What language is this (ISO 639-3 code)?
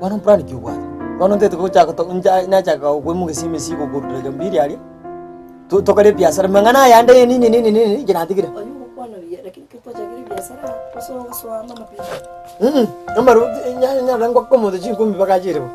guz